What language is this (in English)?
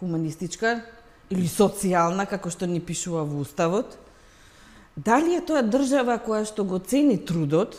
Macedonian